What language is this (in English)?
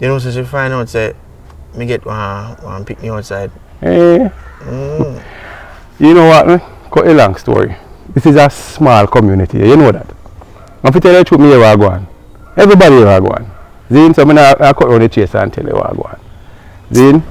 Jamaican Creole English